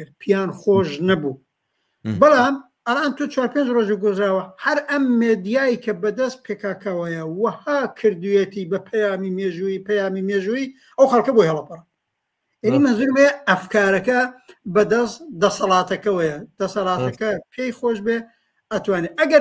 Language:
Central Kurdish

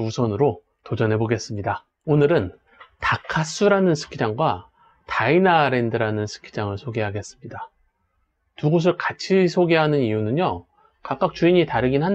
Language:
Korean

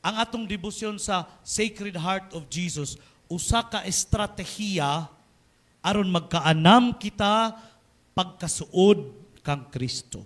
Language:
Cebuano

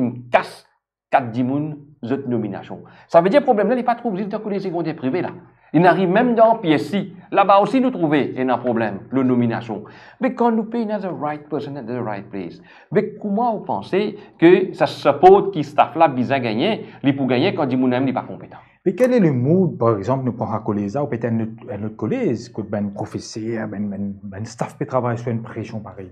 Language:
Morisyen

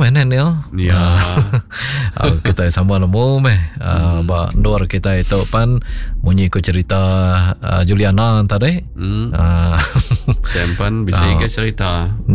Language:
Iban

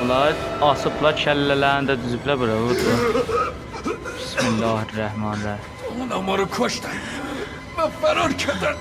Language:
South Azerbaijani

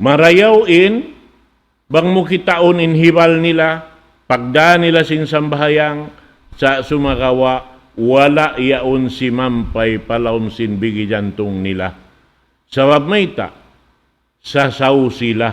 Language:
Tausug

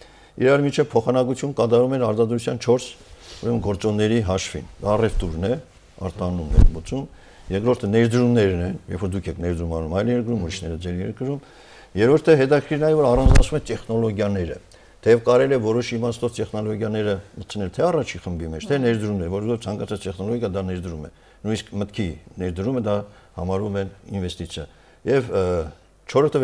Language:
Armenian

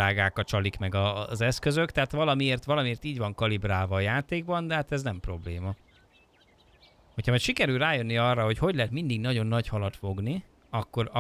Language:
Hungarian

